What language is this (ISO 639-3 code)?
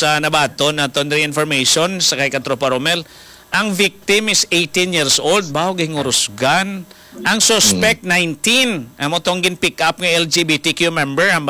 hil